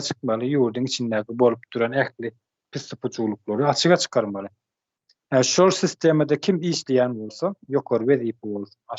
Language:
Turkmen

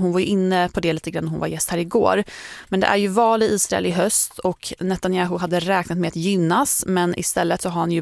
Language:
Swedish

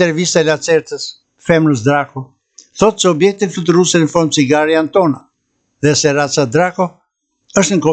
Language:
Albanian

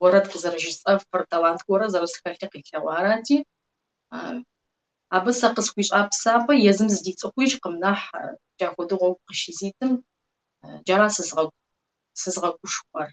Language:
Kabardian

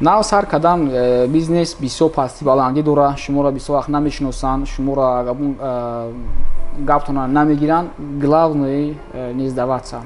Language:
Tajik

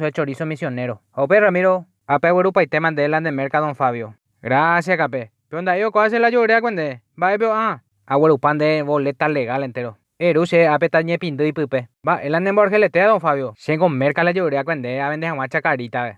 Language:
Guarani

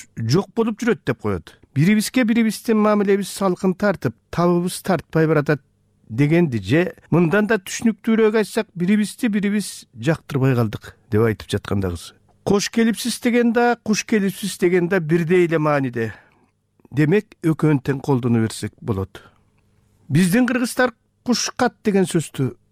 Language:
Kyrgyz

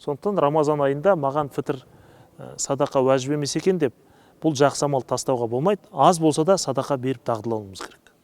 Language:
Kazakh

